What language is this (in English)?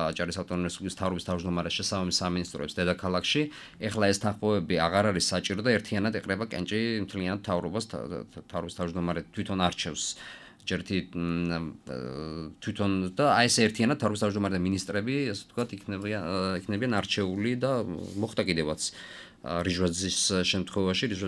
Georgian